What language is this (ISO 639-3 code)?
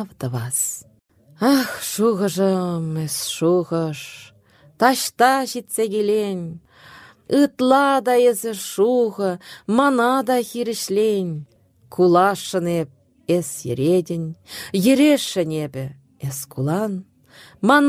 chv